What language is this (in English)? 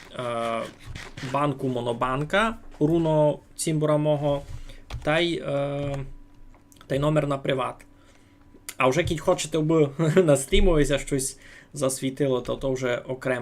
Rusyn